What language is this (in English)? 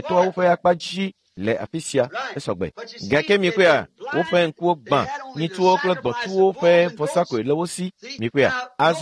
Ewe